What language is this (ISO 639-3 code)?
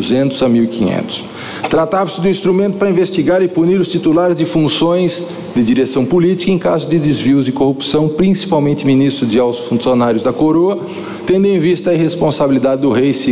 por